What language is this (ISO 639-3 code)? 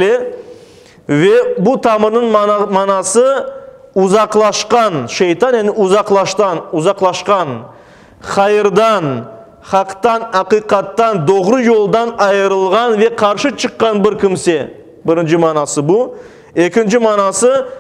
crh